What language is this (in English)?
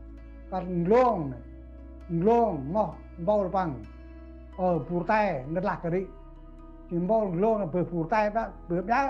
Central Mnong